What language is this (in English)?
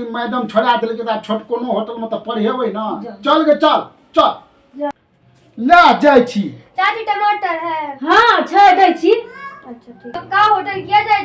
Maithili